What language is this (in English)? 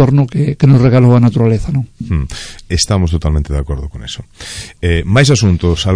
Galician